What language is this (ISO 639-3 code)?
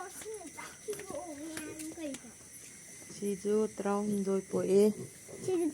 mni